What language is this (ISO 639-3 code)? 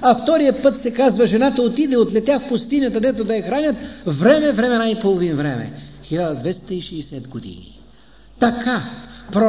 bul